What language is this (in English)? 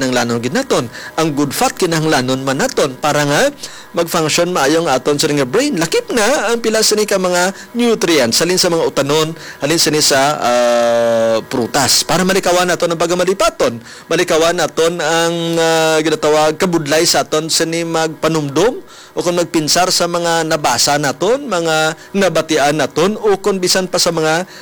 Hiligaynon